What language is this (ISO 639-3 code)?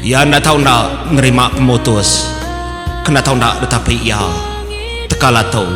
iba